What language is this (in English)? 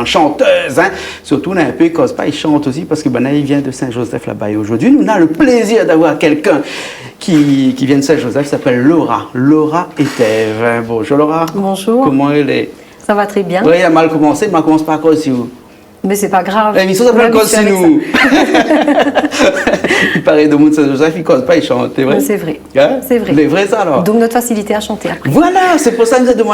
Réunion Creole French